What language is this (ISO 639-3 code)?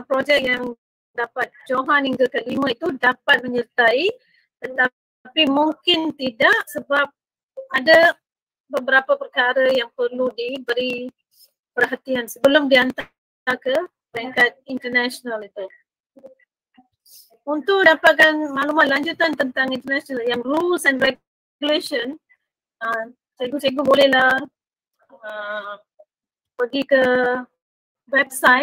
msa